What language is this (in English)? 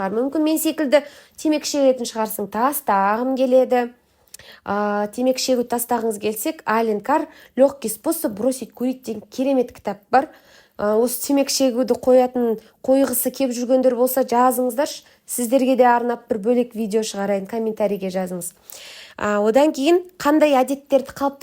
Kazakh